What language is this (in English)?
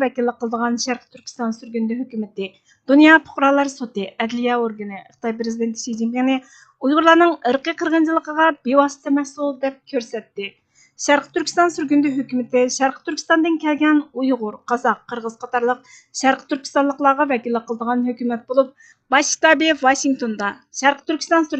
Uyghur